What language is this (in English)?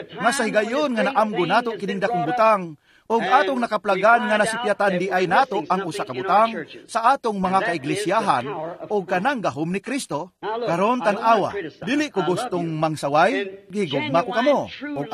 Cebuano